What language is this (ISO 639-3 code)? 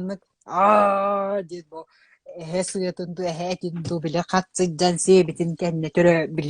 sah